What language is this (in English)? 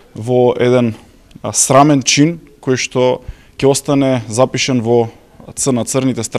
Macedonian